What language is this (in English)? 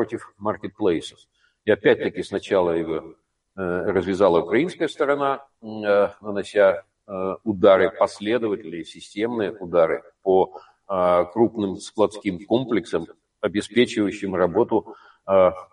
Russian